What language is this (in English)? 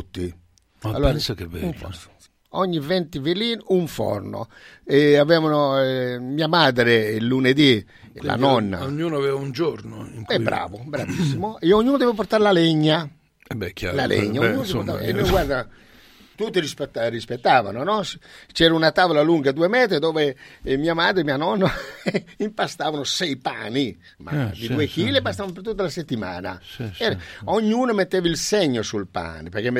Italian